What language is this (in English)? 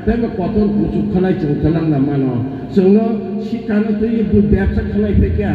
Kok Borok